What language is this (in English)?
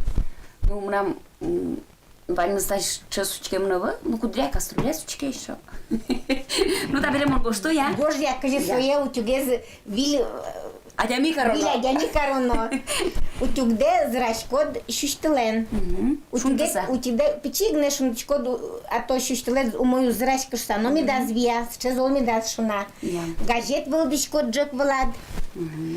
Udmurt